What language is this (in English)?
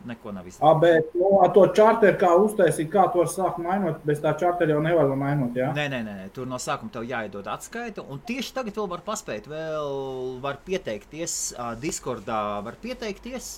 Latvian